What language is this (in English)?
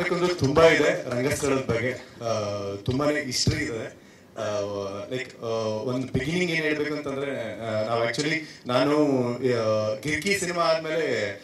Kannada